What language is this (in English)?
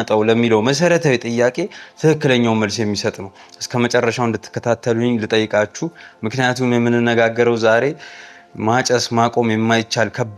Amharic